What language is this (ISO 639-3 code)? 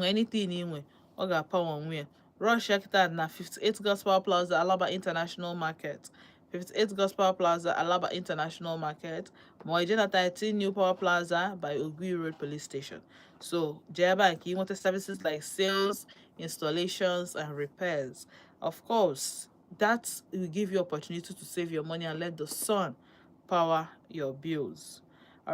ibo